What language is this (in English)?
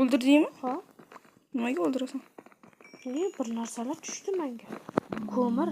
Uzbek